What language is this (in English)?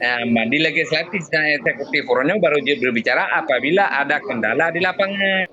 Achinese